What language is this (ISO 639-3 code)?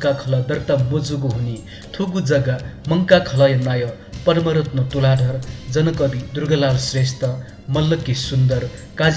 new